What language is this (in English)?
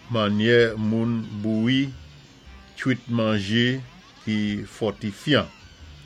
Saint Lucian Creole French